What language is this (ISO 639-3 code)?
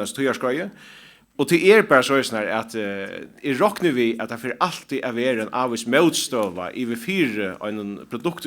fao